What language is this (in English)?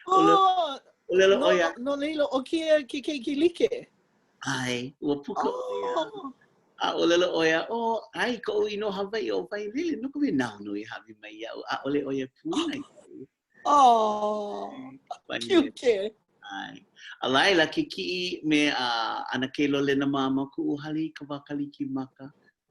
Hawaiian